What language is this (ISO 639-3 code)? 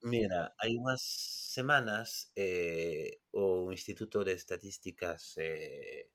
glg